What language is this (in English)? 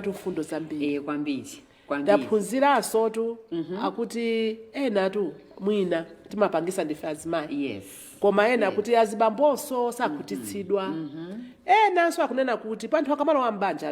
Nyanja